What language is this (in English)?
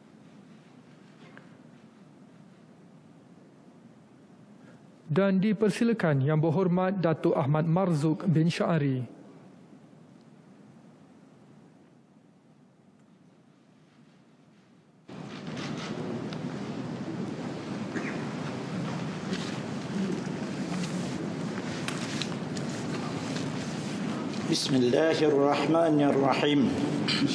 Malay